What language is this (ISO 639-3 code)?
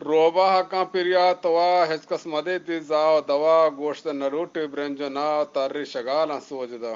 bgp